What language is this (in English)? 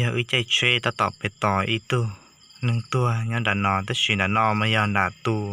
Hmong